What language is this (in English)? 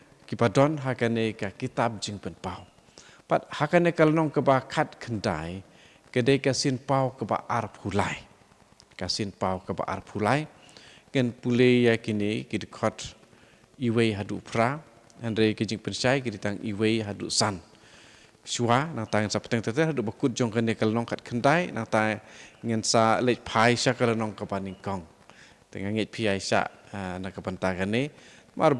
Khasi